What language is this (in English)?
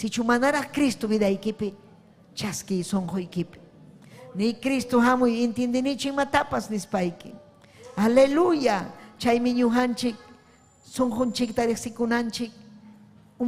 Ayacucho Quechua